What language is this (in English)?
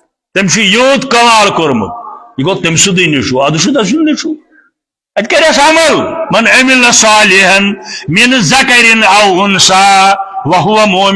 Kashmiri